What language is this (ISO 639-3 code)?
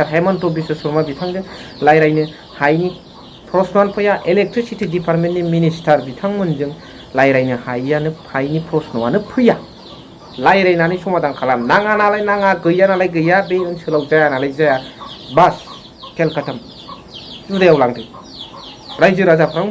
brx